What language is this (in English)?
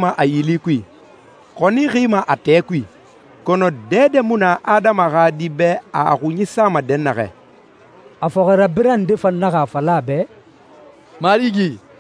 Susu